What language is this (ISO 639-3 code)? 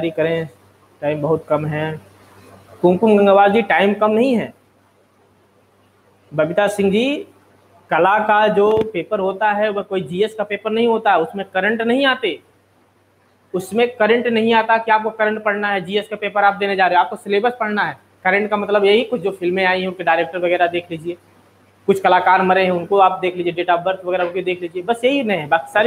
hin